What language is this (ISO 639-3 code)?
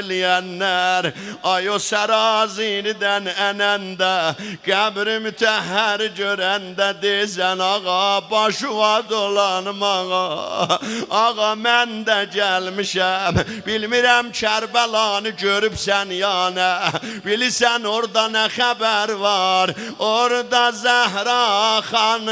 azb